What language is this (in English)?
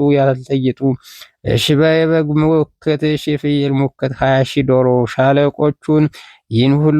Amharic